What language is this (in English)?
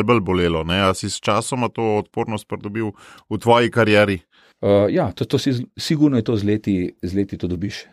Slovenian